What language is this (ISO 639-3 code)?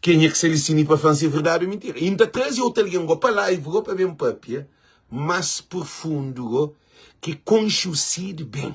kea